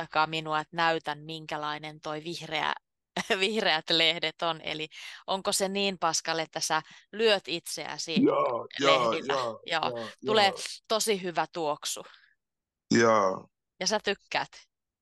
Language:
Finnish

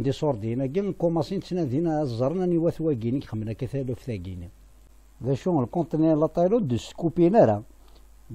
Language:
Kabyle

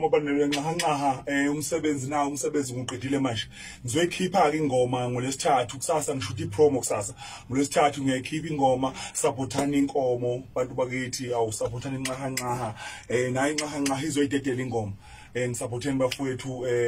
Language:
Zulu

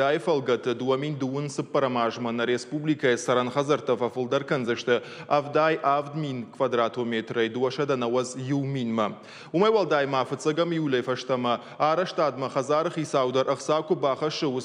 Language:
Ossetic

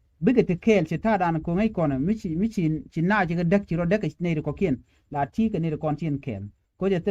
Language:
Nuer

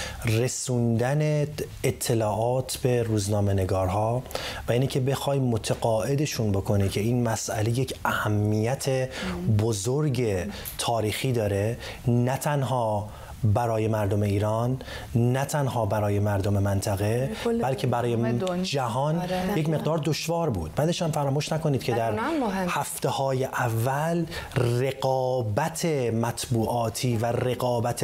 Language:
Persian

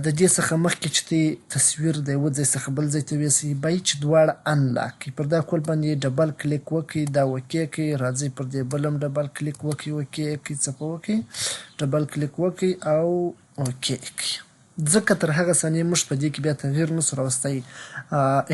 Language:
Pashto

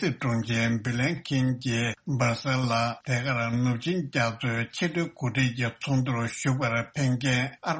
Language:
Tibetan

